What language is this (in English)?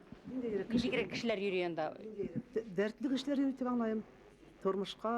Bashkir